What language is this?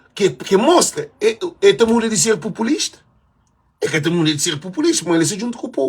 Kabuverdianu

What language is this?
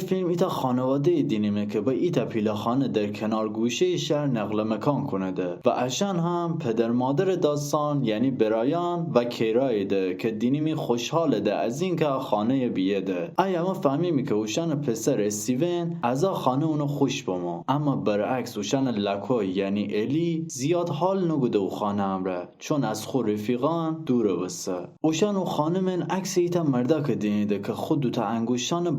Gilaki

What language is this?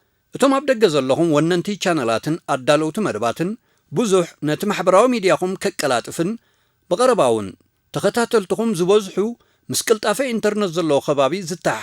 Tigrinya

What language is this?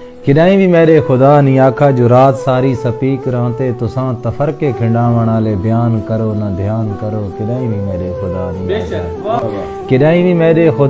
Saraiki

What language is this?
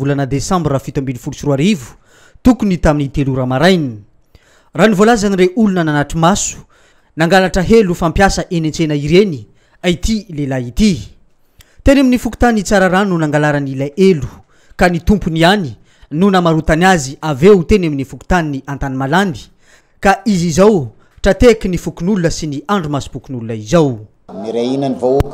Malagasy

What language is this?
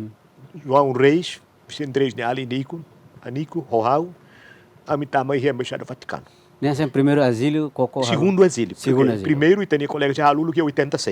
Tetum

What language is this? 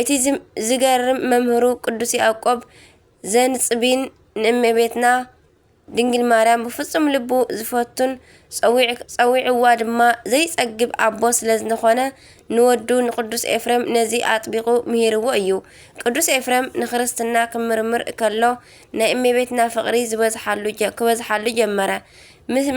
Tigrinya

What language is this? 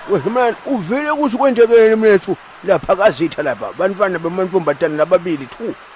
Zulu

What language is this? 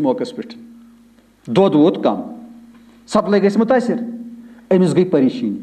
Kashmiri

